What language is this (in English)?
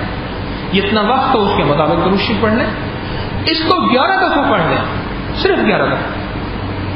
Urdu